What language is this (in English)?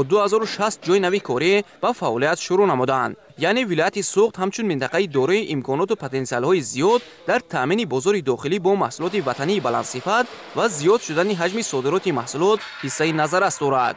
Tajik